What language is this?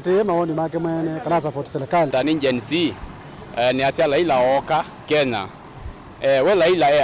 Kamba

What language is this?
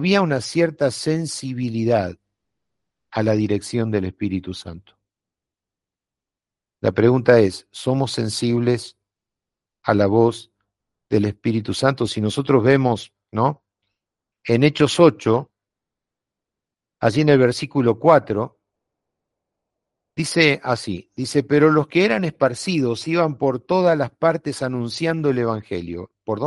Spanish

